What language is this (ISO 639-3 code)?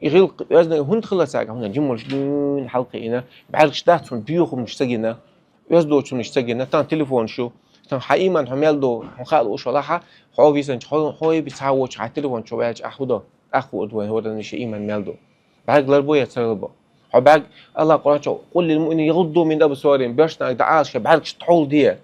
che